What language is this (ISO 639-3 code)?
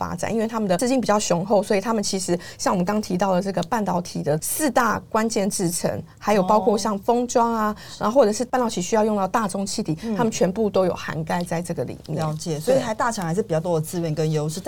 zho